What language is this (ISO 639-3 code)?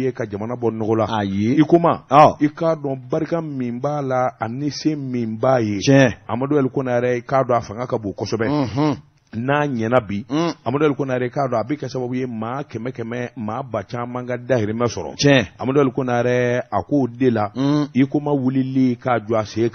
bam